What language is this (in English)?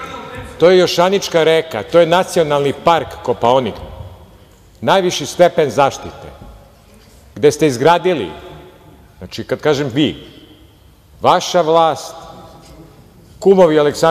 Serbian